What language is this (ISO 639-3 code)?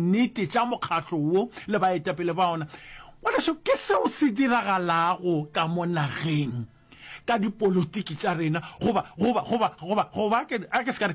nso